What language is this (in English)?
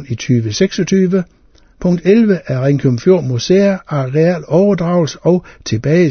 Danish